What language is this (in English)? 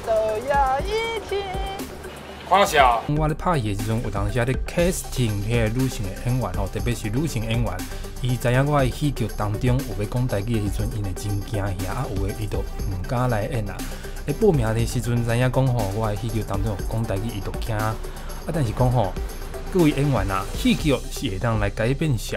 Min Nan Chinese